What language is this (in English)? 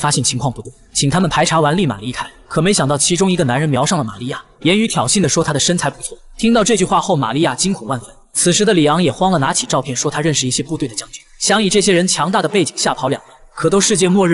Chinese